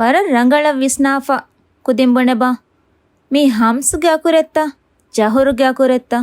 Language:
Divehi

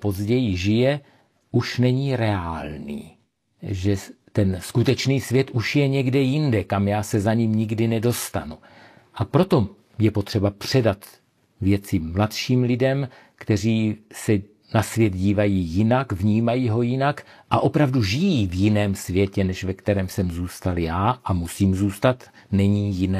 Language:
Czech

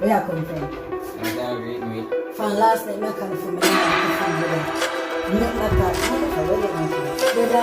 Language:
Jamaican Creole English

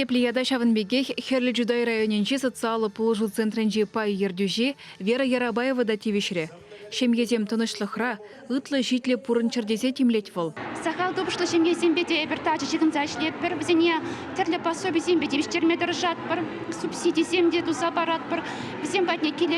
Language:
Chuvash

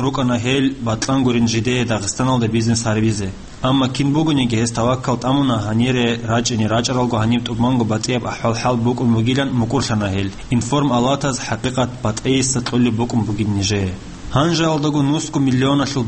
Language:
Avaric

